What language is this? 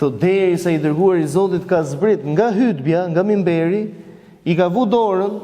Albanian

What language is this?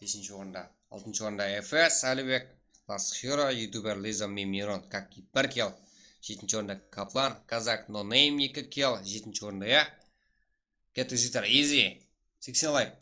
Kara-Kalpak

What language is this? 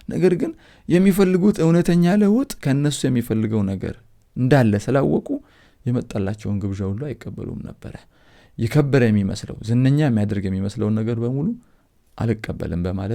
Amharic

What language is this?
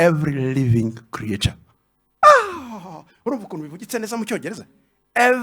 Kinyarwanda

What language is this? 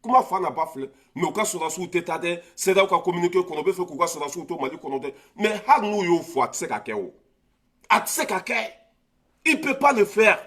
Bambara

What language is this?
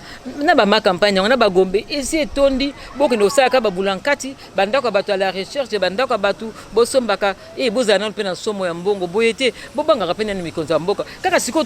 Lingala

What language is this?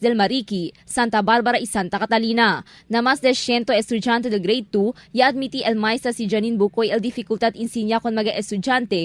Chavacano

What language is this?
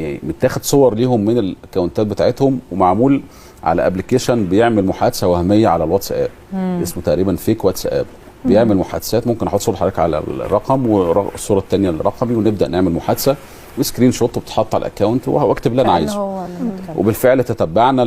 Egyptian Arabic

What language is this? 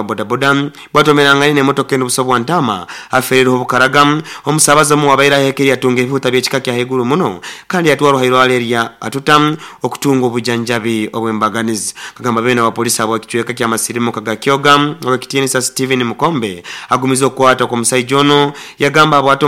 Nyoro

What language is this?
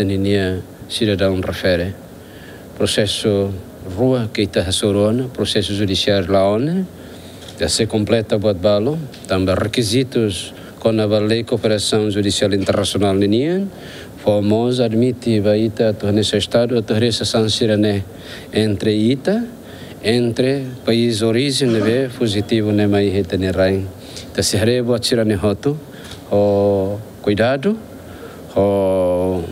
Tetum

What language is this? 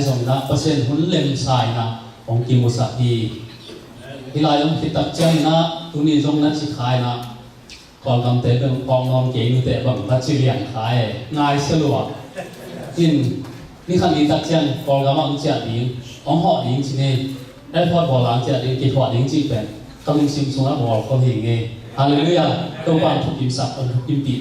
Tedim Chin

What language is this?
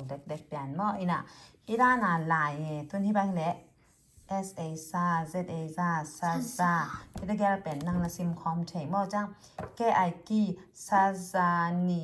Tedim Chin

